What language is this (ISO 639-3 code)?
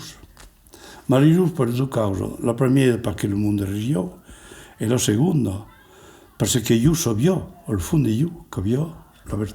oci